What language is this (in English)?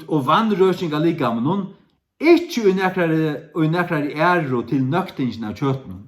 Faroese